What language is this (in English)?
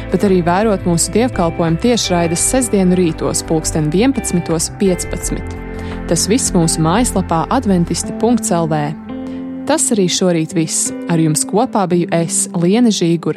Latvian